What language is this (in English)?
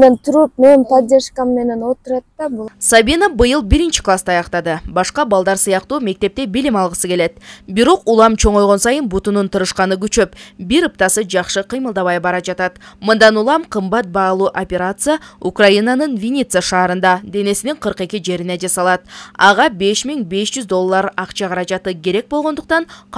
Kyrgyz